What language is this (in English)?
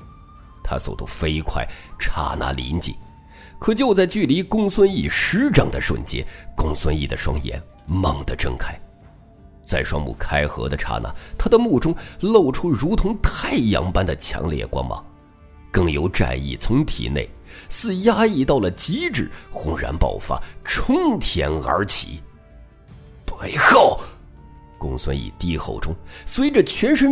Chinese